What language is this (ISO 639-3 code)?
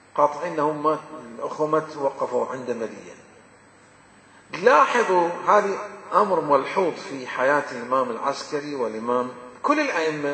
ara